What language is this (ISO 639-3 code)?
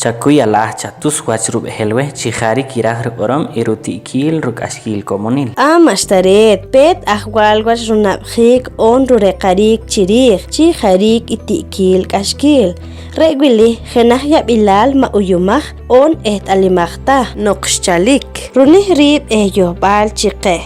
poh